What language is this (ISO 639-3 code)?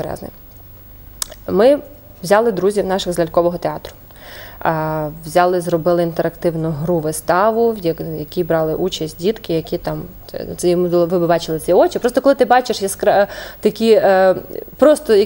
ukr